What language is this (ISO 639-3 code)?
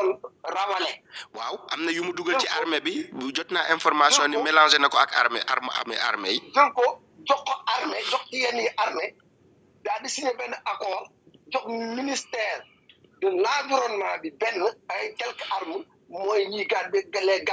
wol